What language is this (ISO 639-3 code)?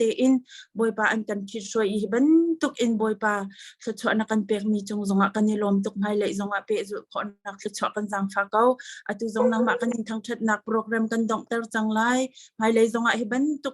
cnh